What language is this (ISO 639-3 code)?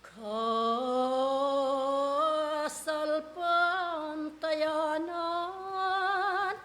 pam